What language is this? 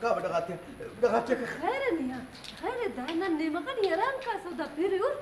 Brahui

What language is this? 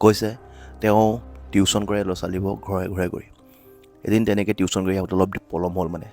Assamese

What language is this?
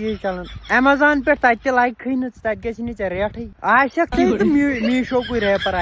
Kashmiri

